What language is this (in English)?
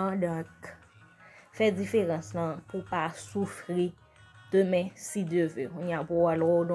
Haitian Creole